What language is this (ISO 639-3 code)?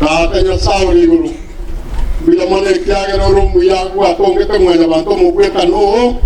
guz